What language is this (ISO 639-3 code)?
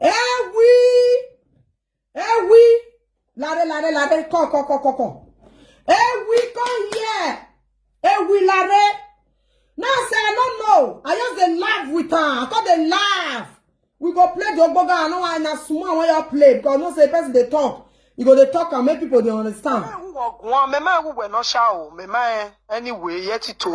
pcm